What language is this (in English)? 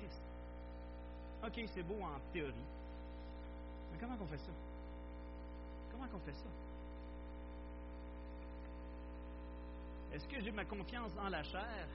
French